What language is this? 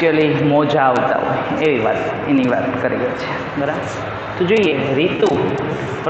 Gujarati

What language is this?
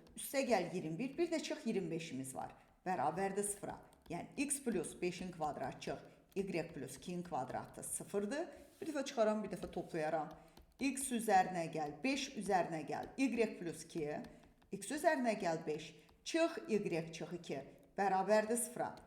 Azerbaijani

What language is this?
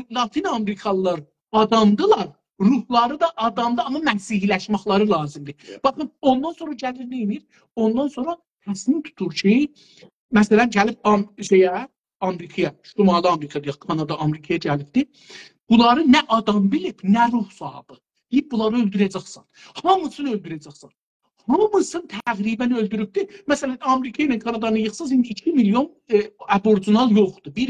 South Azerbaijani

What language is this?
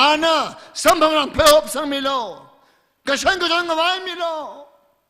Tangkhul Naga (India)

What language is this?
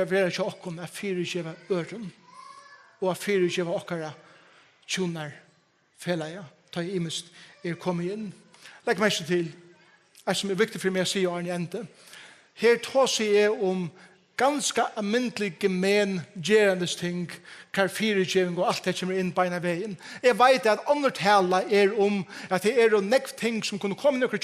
Faroese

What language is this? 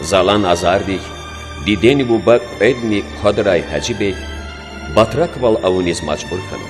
Lezghian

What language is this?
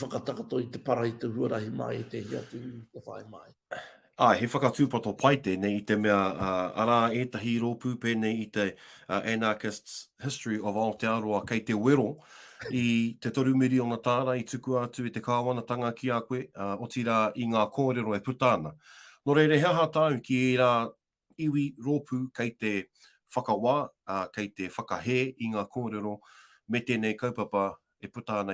Māori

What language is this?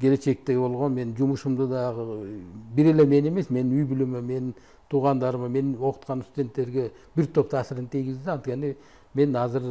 Kyrgyz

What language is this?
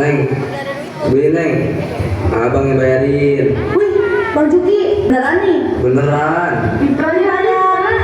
Betawi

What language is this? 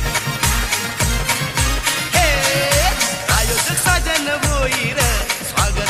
Marathi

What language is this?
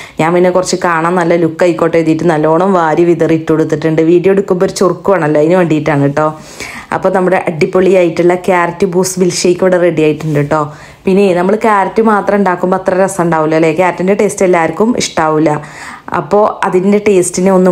Malayalam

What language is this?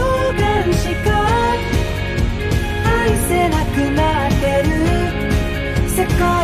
Japanese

